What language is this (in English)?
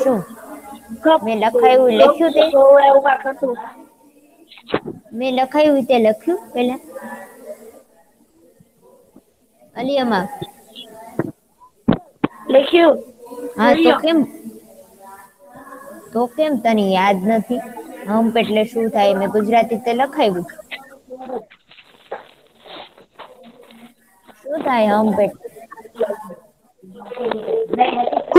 Gujarati